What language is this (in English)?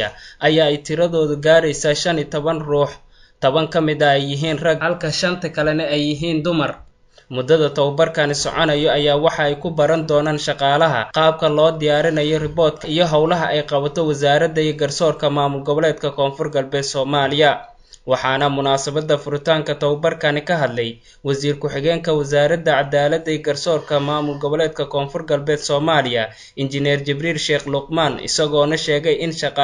Somali